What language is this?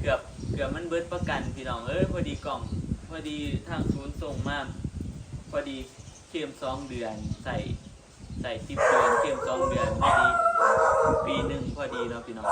Northeastern Thai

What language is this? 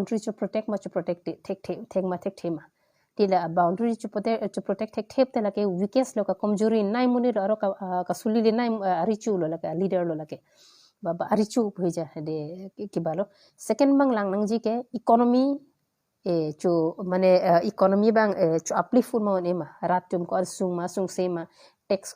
Karbi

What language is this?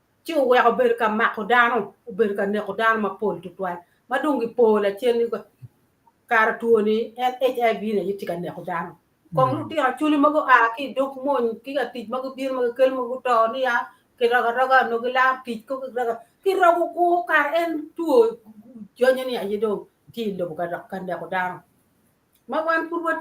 Acoli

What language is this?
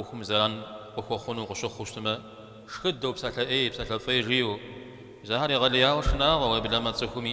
Kabardian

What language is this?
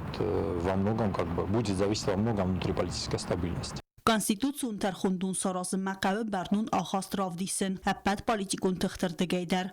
Ossetic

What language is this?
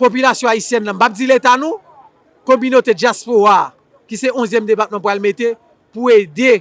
Haitian Creole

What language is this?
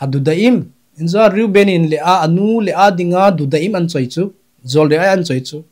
Thado Chin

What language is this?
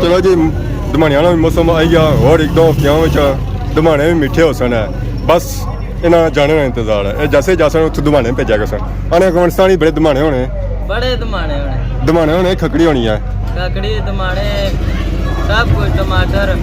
Pahari-Potwari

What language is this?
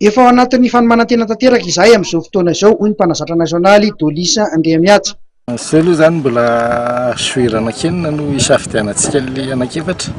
Malagasy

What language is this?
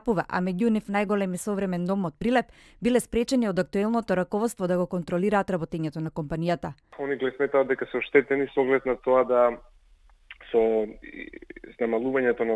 Macedonian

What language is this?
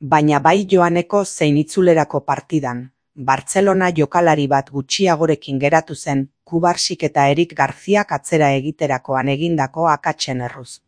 Basque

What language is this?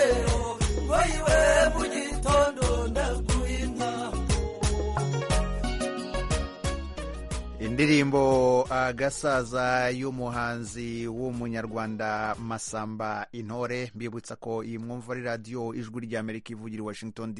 Kinyarwanda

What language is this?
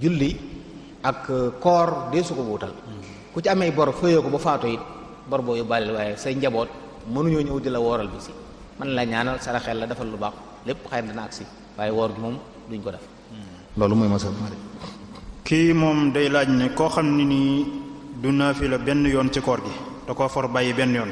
Wolof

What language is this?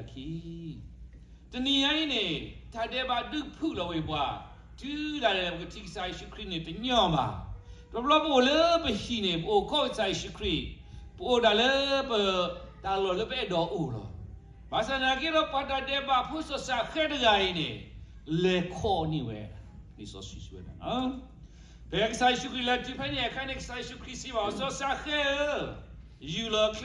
S'gaw Karen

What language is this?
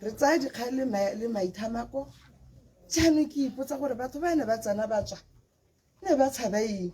Tswana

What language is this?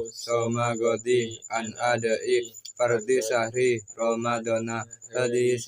Madurese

